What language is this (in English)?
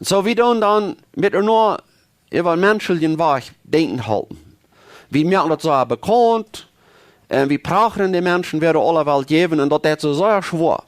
Plautdietsch